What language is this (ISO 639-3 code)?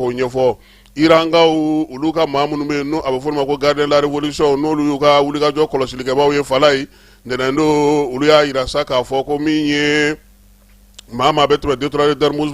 bam